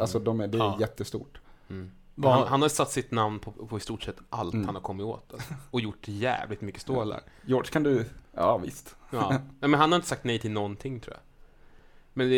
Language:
Swedish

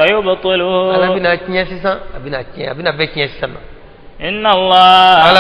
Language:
Bambara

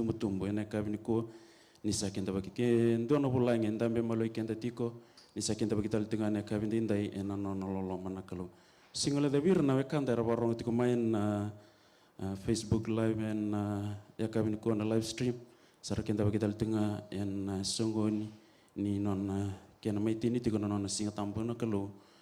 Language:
Fijian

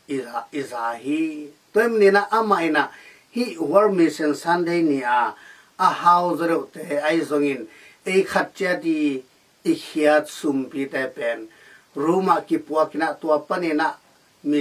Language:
Tedim Chin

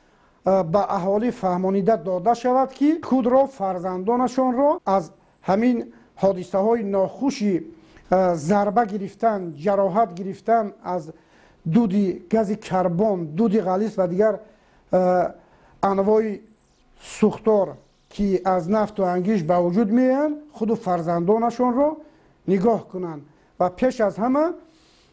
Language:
Tajik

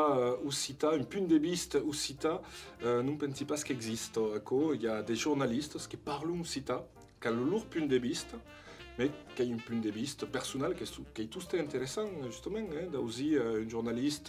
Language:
Occitan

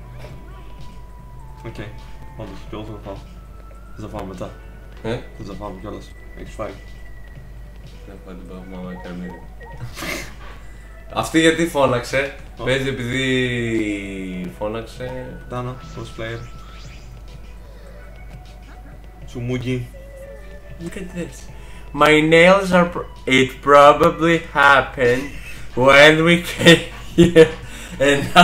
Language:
Greek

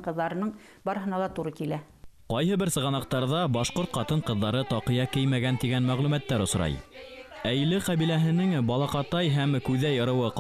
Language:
Bashkir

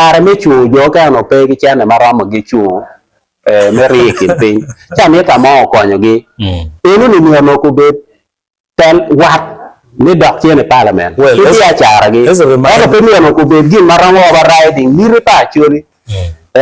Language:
Acoli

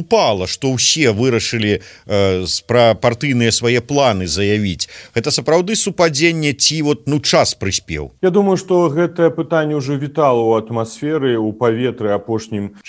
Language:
Belarusian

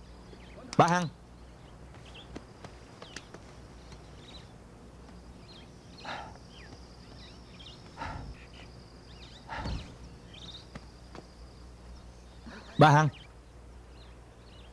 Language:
Vietnamese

